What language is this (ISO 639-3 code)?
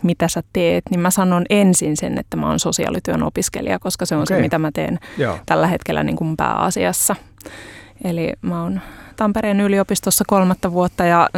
fin